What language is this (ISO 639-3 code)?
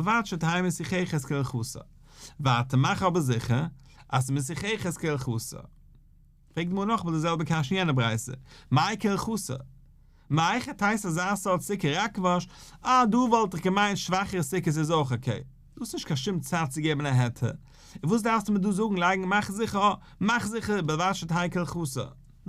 yid